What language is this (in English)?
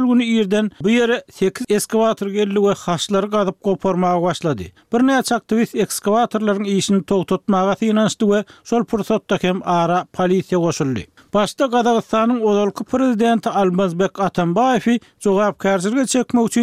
Turkmen